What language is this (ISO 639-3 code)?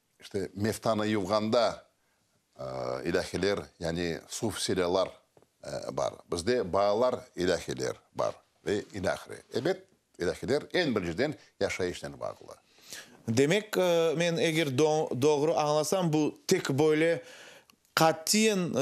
crh